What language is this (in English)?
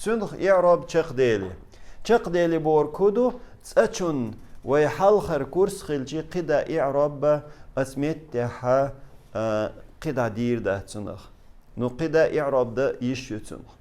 Chechen